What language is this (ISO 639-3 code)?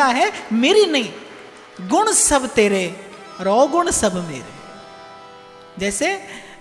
hin